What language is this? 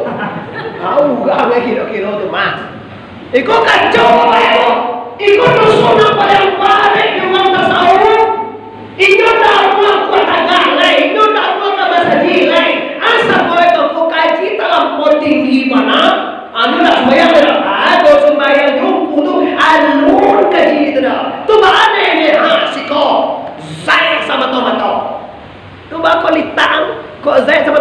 Minangkabau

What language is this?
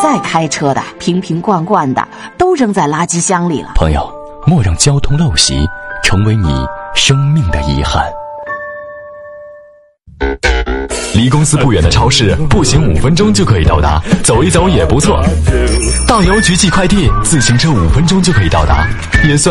Chinese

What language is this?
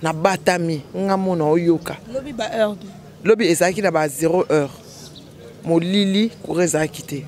Lingala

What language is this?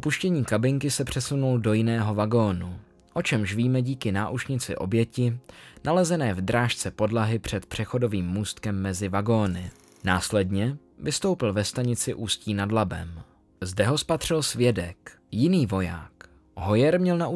Czech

